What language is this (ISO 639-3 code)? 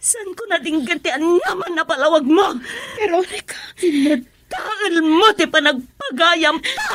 ilo